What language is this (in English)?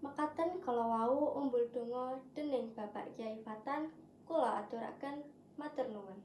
Javanese